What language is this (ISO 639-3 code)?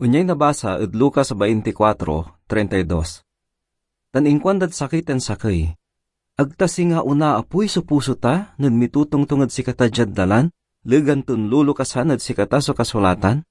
pag